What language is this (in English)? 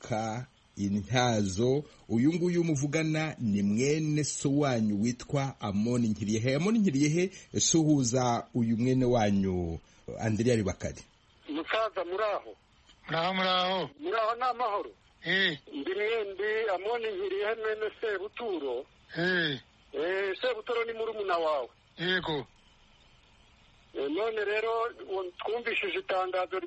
Kinyarwanda